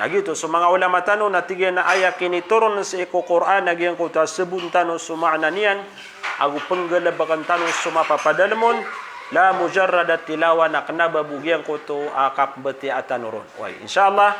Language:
Maranao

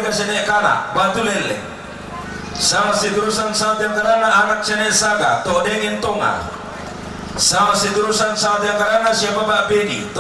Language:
Toraja-Sa'dan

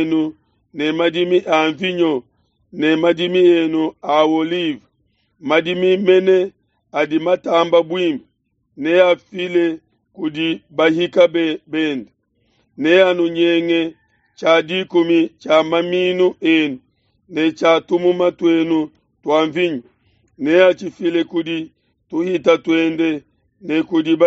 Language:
Luba-Lulua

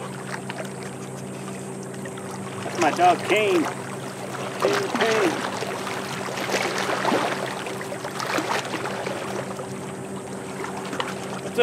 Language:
English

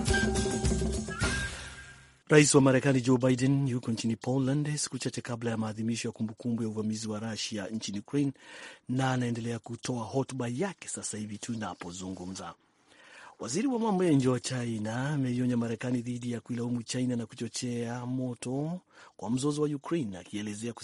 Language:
Swahili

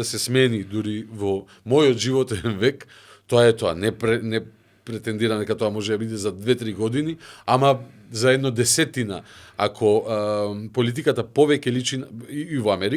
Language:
Macedonian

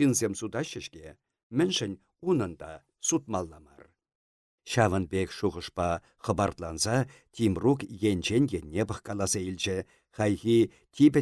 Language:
Chuvash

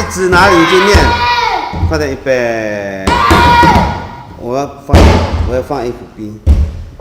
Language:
Taroko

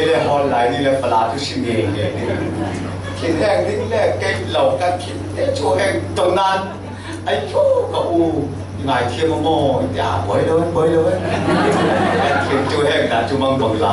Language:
Falam Chin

